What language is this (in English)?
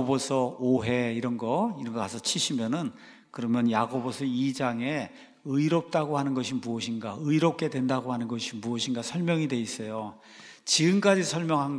Korean